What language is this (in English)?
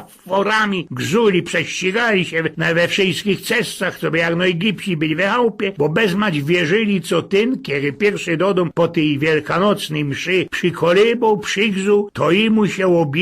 Silesian